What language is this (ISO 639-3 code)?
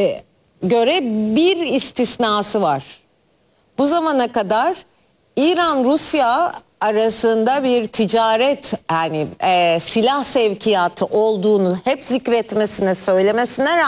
tur